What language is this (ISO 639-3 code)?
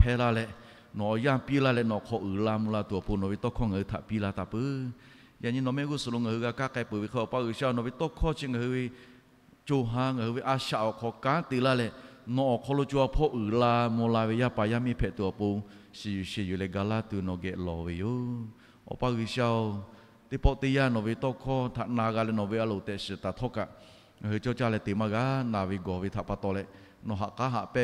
lhu